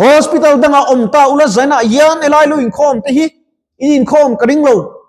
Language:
Mizo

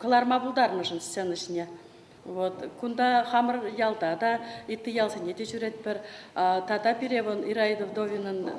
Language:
Chuvash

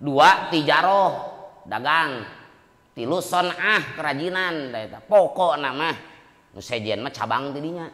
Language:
Sundanese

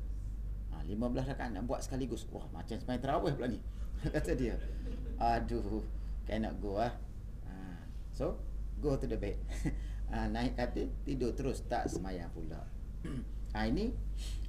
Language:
Malay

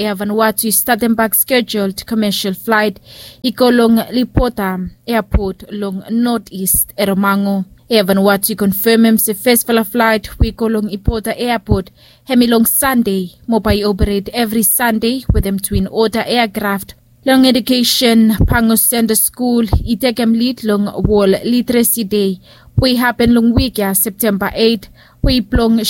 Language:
Bislama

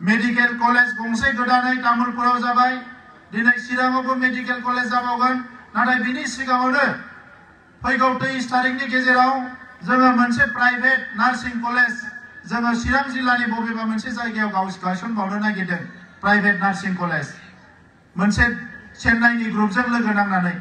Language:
Bodo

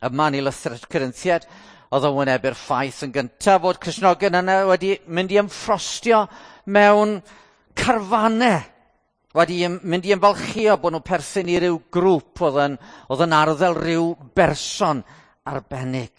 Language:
Welsh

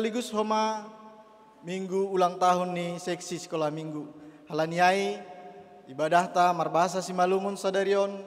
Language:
Batak Simalungun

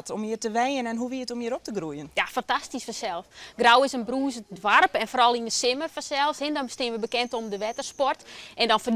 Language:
Western Frisian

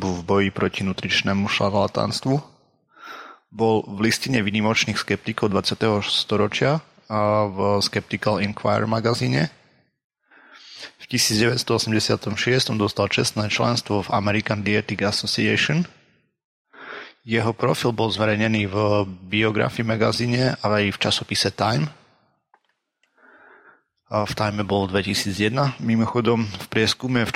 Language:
Slovak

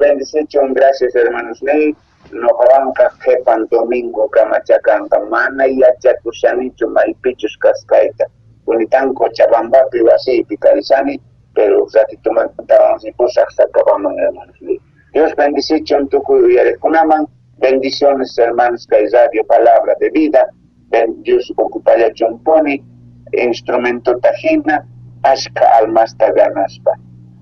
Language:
South Bolivian Quechua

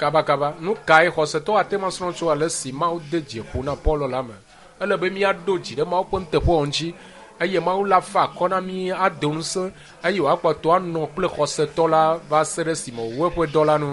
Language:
Ewe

